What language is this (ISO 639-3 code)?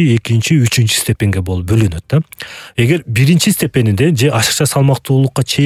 kir